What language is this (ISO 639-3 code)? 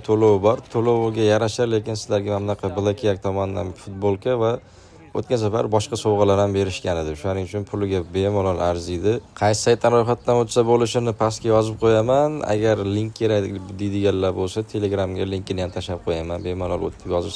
uzb